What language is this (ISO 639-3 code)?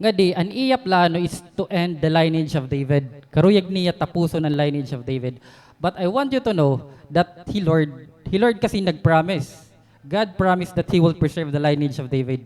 war